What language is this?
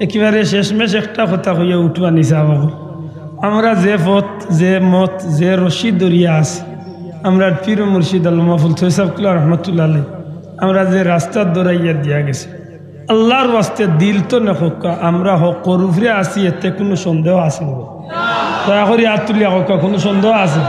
Sylheti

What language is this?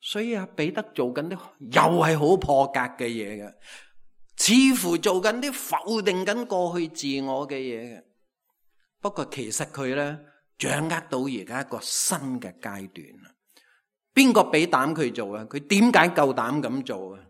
Cantonese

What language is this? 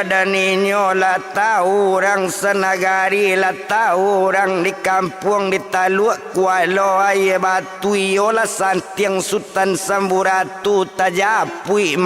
Minangkabau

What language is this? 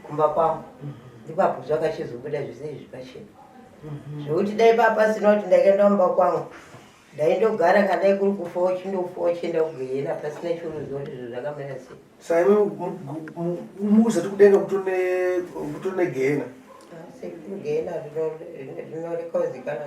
Shona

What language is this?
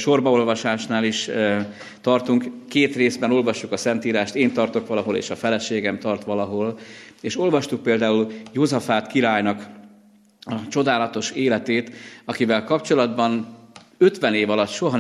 Hungarian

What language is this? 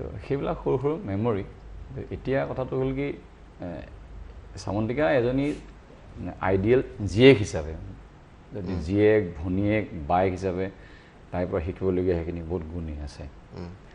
Assamese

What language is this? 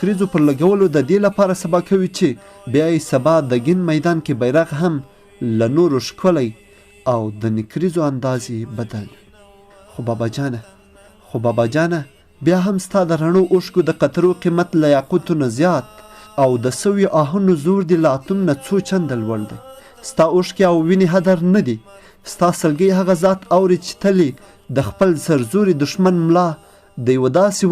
Pashto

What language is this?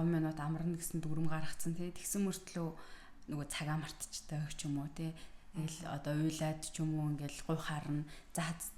Mongolian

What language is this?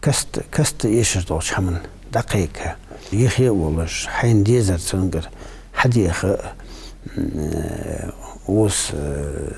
Ingush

